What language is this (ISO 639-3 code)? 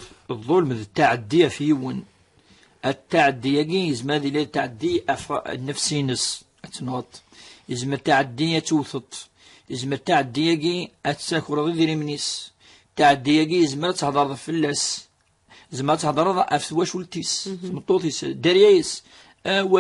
kab